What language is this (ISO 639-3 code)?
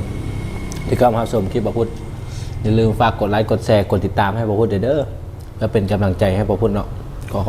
lao